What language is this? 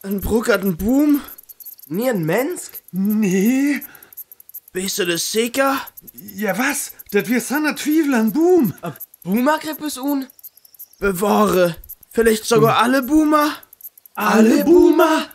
Northern Frisian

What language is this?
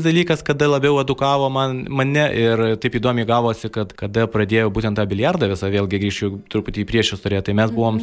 Lithuanian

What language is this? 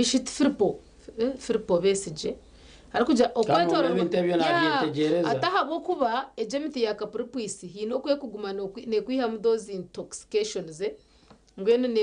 Nyankole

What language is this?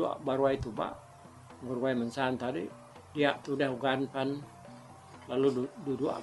Iban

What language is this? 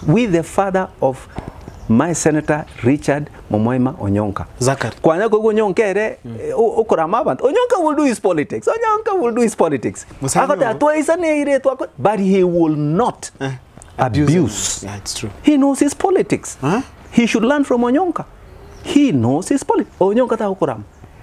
Gusii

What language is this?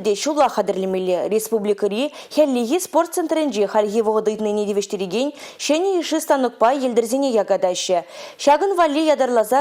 Chuvash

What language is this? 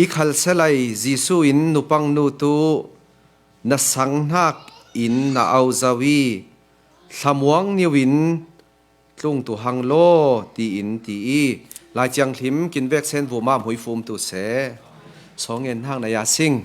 Falam Chin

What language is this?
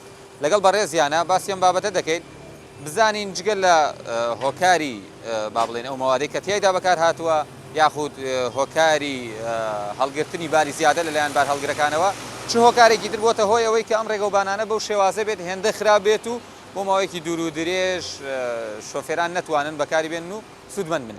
Central Kurdish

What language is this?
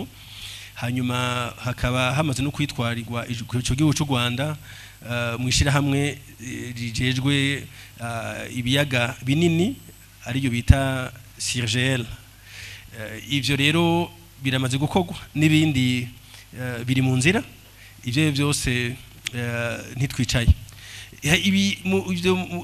Rundi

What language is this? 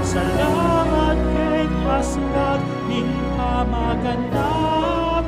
Pampanga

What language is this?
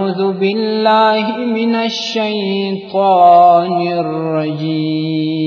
Pashto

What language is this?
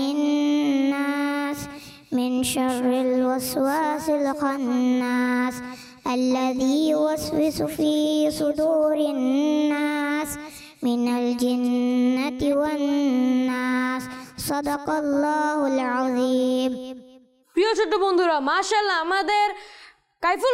Bangla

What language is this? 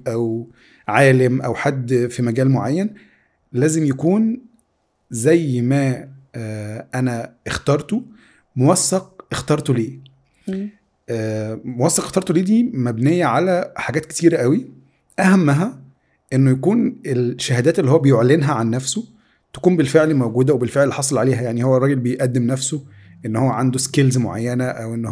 Egyptian Arabic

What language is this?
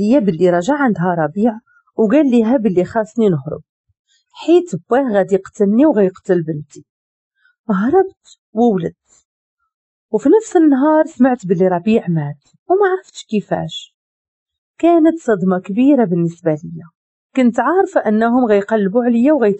Moroccan Arabic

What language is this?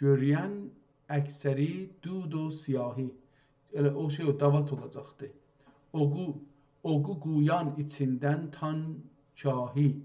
South Azerbaijani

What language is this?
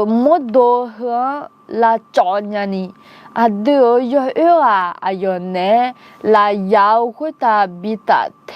Akha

